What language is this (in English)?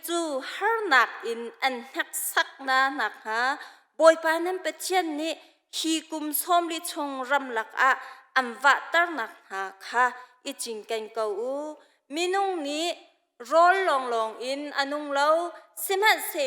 Hakha Chin